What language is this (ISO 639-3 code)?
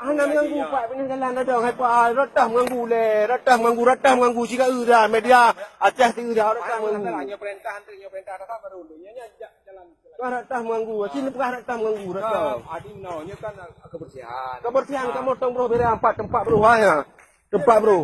ace